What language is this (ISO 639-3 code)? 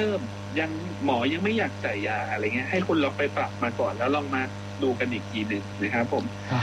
tha